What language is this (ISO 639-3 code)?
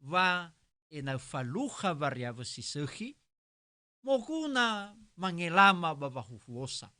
nia